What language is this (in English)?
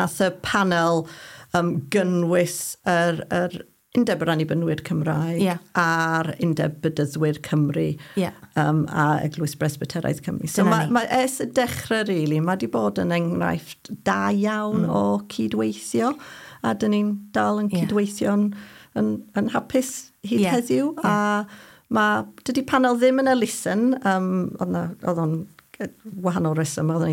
Welsh